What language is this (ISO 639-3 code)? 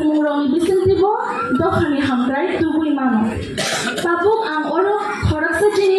trp